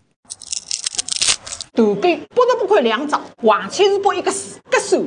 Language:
Wu Chinese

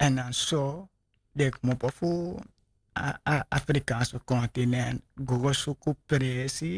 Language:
Sranan Tongo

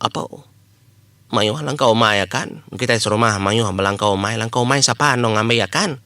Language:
Iban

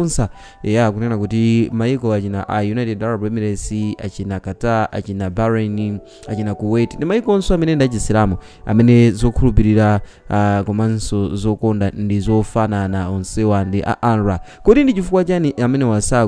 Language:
Nyanja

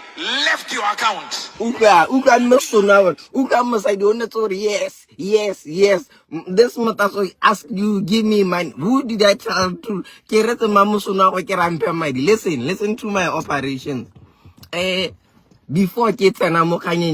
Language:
Southern Sotho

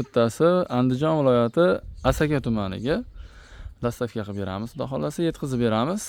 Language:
Uzbek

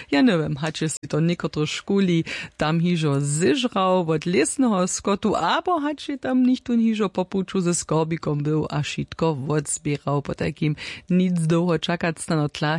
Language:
Upper Sorbian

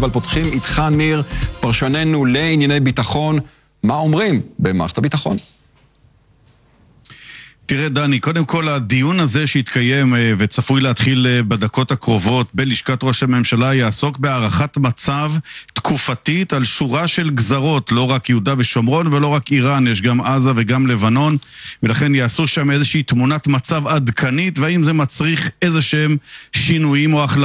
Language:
Hebrew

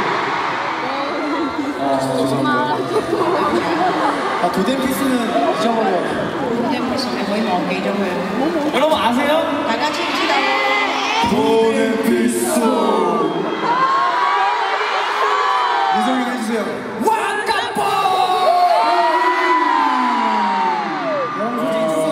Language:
Korean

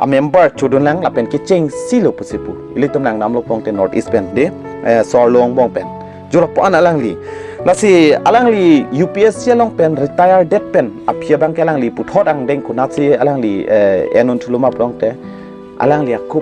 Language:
Karbi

